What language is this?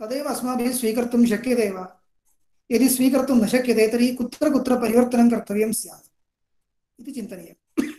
Sanskrit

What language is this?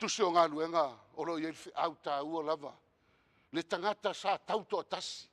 Samoan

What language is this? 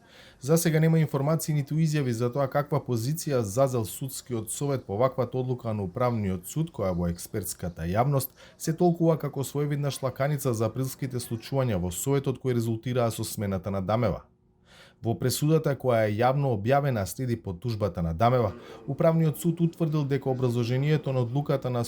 Macedonian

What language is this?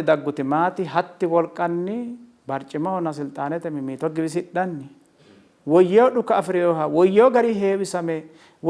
Sidamo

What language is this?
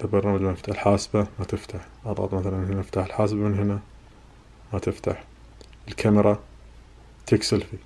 Najdi Arabic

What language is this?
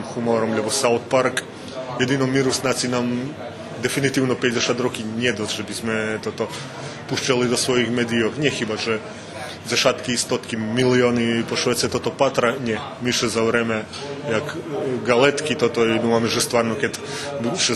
Rusyn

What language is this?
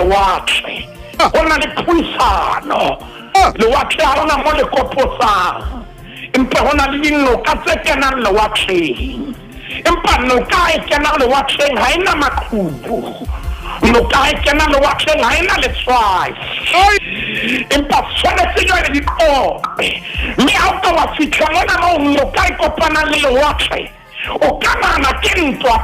Southern Sotho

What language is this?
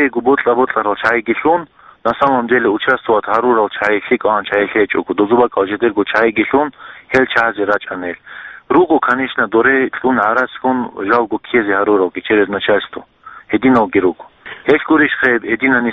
Avaric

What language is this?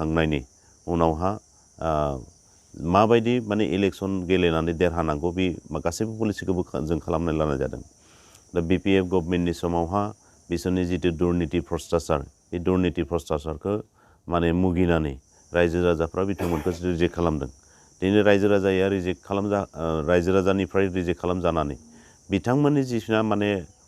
Bodo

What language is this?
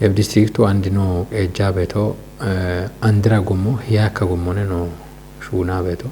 Kafa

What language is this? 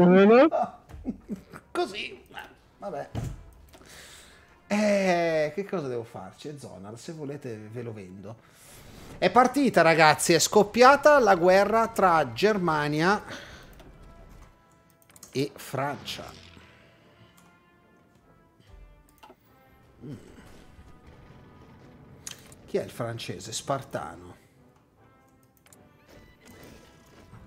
Italian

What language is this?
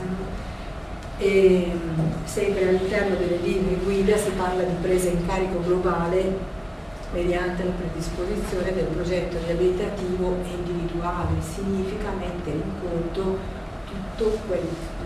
Italian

